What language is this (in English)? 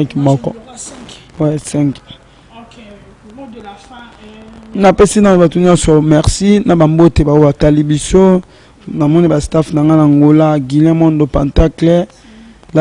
Lingala